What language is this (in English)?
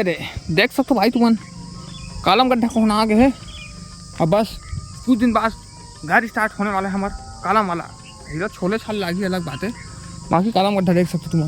Chhattisgarhi